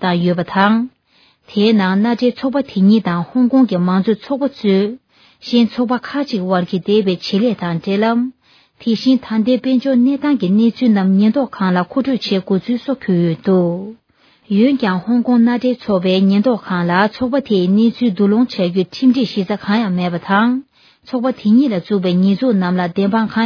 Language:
Tibetan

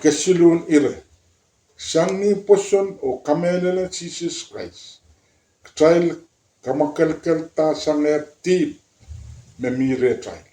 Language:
Pohnpeian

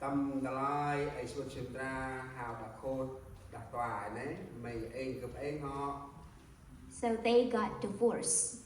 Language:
Central Mnong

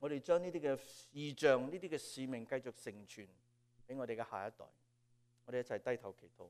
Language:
Cantonese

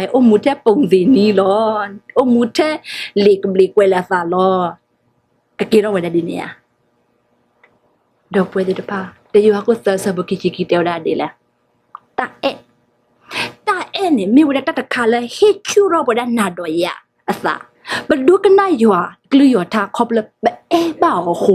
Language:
S'gaw Karen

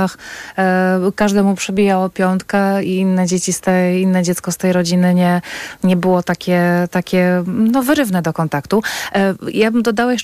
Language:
Polish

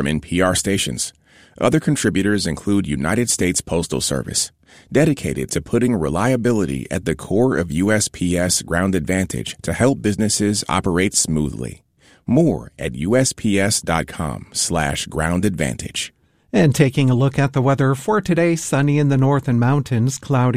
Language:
English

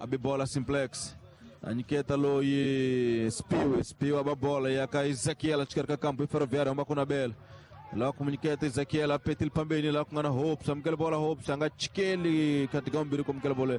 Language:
Tsonga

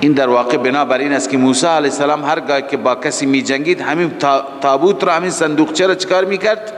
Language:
Persian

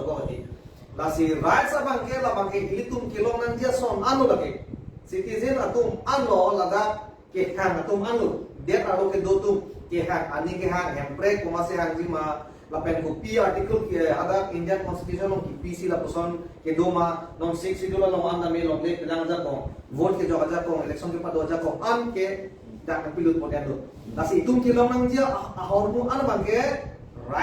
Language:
Karbi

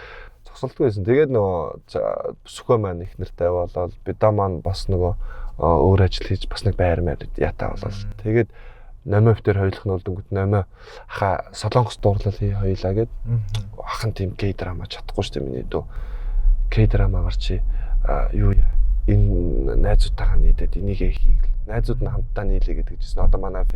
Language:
Mongolian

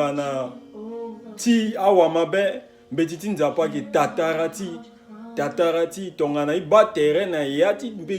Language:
Sango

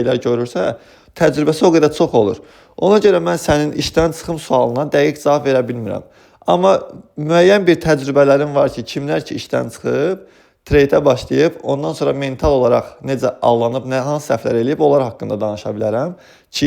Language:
Azerbaijani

